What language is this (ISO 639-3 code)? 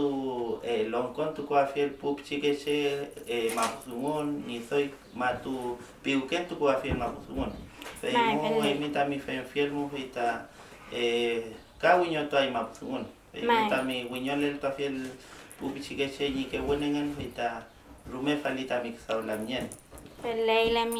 arn